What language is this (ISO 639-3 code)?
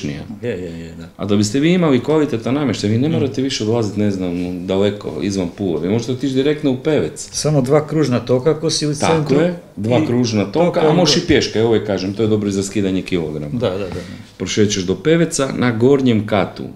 hrv